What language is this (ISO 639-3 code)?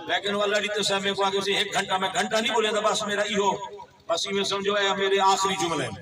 skr